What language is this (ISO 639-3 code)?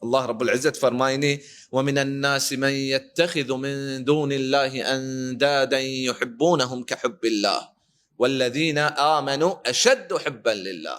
bal